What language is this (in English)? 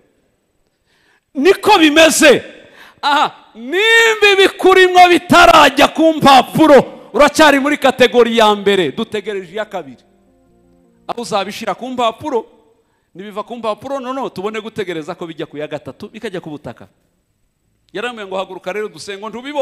Kinyarwanda